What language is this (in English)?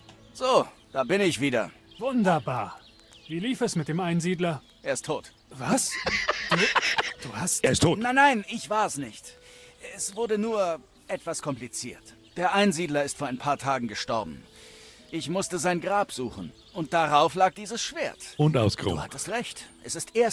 Bavarian